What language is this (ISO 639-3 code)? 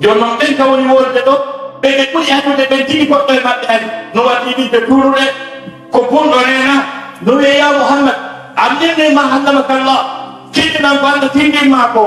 ful